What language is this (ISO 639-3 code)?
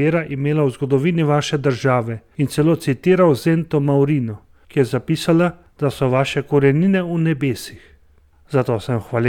slv